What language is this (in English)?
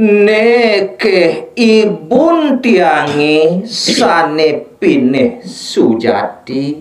Balinese